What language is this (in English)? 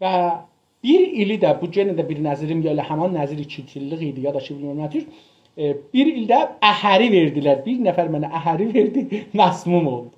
South Azerbaijani